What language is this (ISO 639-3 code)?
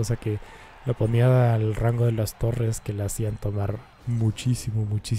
spa